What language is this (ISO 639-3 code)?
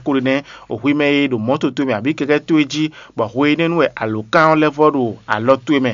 fon